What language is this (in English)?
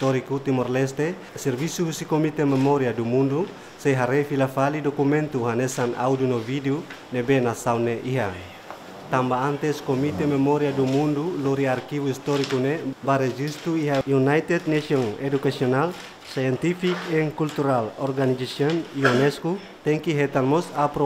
Tetum